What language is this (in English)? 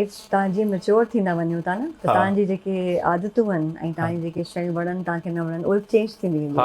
Sindhi